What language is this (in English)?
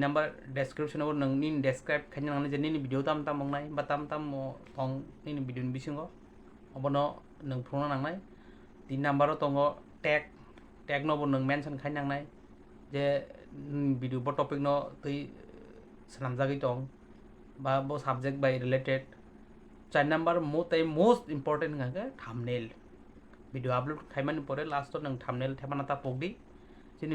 Kok Borok